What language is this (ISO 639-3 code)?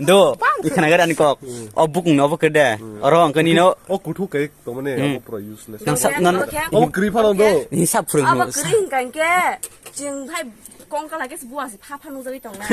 trp